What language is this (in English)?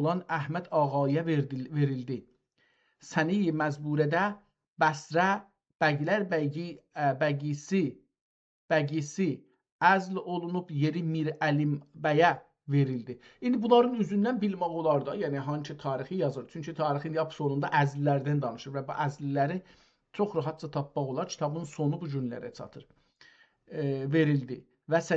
South Azerbaijani